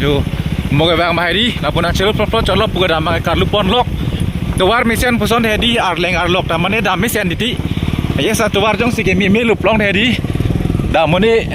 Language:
Karbi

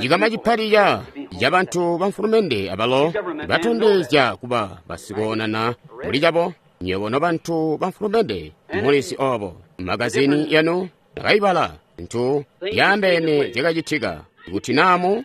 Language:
Tonga (Zambia)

